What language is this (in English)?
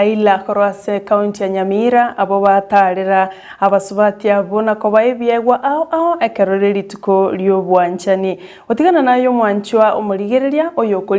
Gusii